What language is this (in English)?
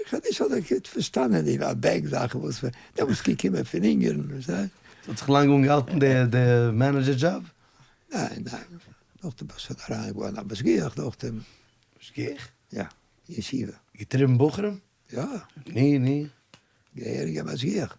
Yiddish